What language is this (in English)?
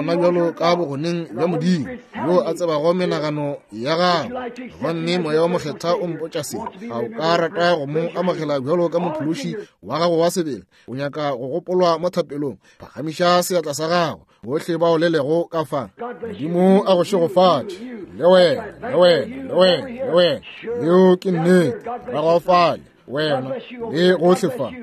Northern Sotho